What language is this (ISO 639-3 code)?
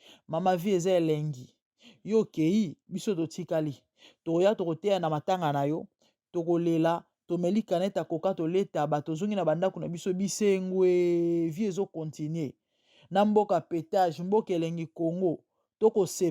lin